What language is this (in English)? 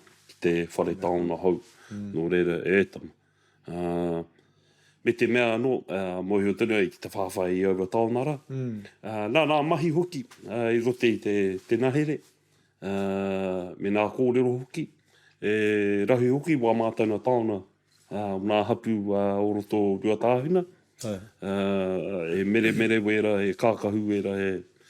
Māori